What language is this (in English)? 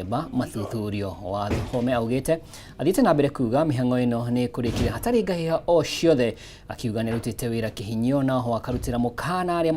Kikuyu